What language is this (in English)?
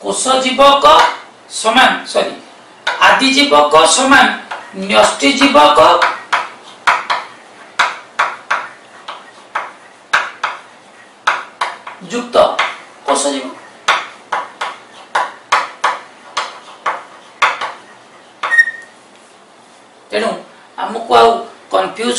Odia